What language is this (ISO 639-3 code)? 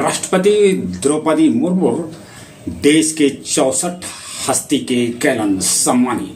mag